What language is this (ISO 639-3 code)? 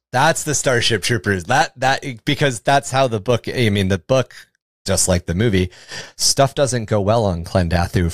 eng